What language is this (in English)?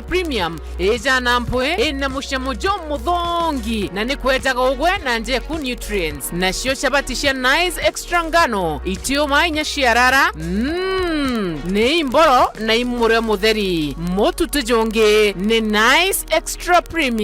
Meru